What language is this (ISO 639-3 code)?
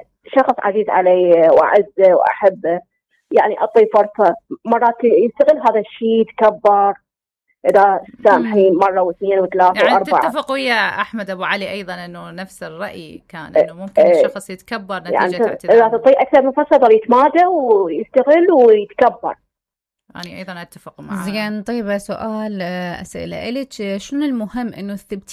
acm